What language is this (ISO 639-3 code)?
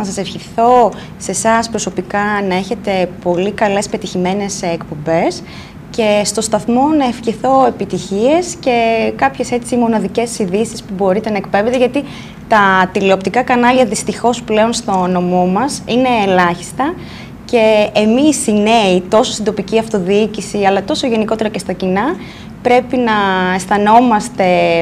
ell